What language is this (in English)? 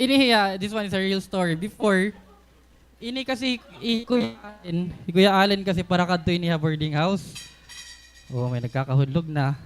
Waray